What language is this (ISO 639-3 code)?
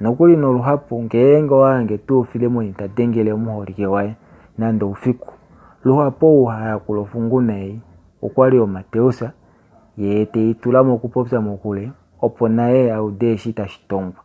kua